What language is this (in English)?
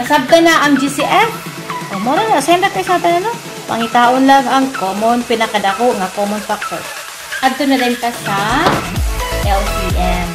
Cebuano